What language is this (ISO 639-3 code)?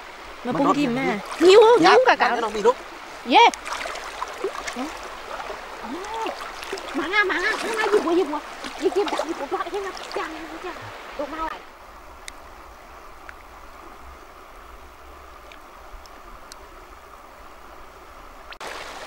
vie